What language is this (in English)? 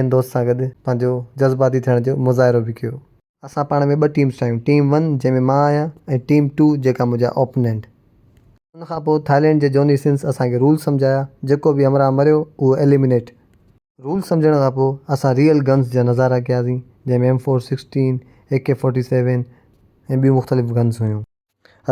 Sindhi